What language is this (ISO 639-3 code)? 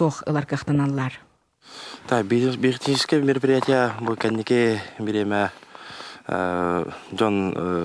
sah